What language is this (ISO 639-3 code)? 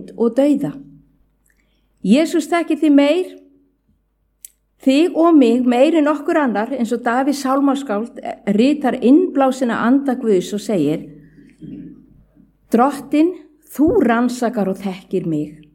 isl